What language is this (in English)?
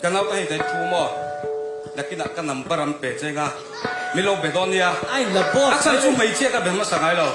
Mizo